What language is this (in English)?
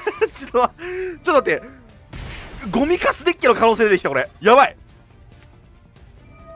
Japanese